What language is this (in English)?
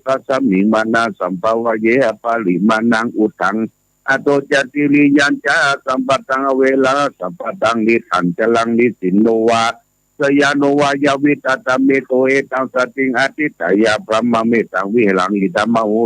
Pali